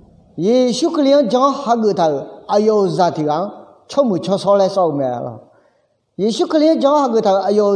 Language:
Akha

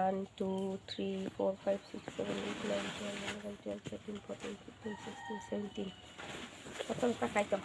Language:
Kok Borok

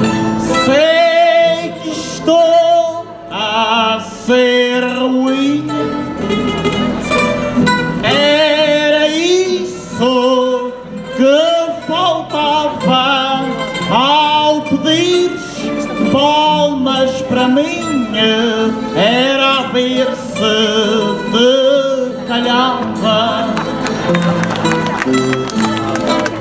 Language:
Portuguese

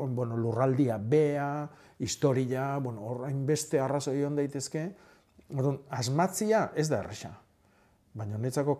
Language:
Basque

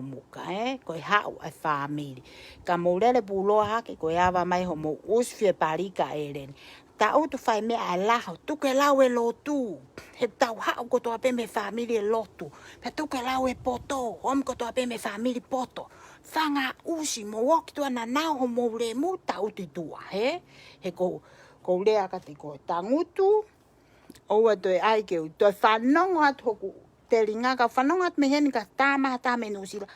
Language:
Tongan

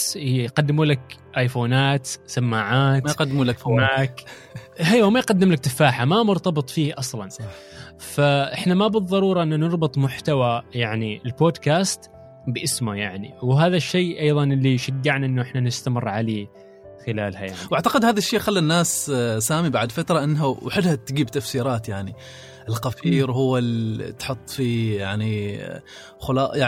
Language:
Gulf Arabic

